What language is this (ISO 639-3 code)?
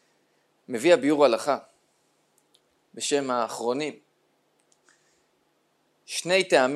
heb